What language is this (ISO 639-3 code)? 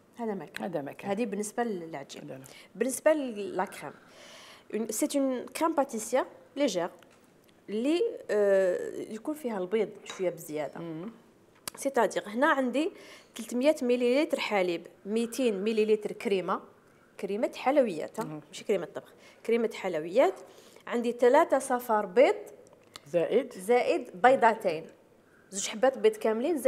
arq